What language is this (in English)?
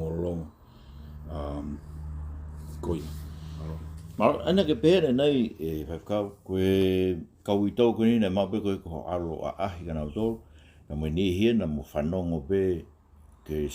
Tongan